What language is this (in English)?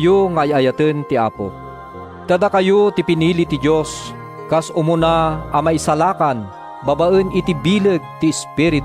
Iloko